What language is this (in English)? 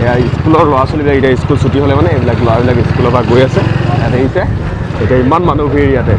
Assamese